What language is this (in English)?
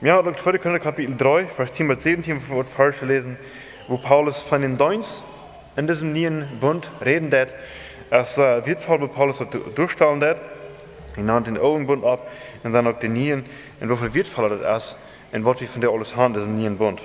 Plautdietsch